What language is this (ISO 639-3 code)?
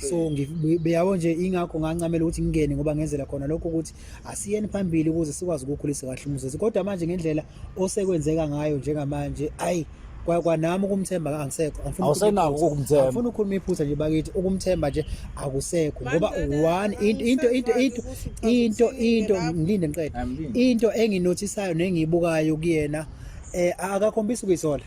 zul